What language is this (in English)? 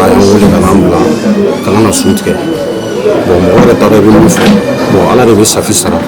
Bambara